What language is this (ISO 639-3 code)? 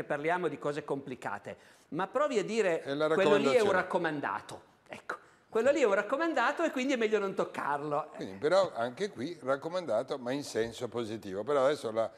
ita